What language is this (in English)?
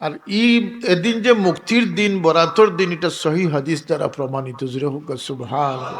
Sylheti